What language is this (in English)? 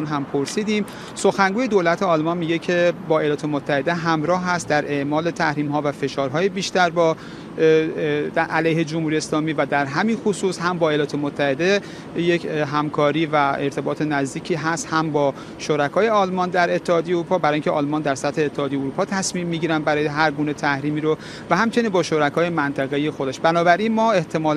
Persian